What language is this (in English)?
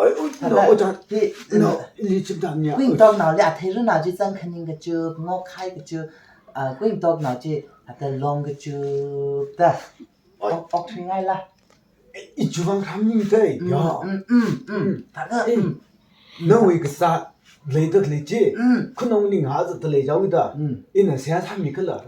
Tangkhul Naga (India)